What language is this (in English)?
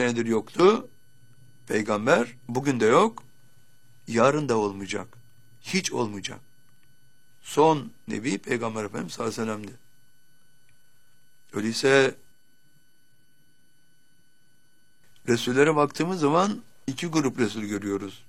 Turkish